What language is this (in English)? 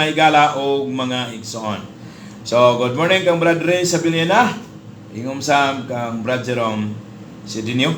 Cebuano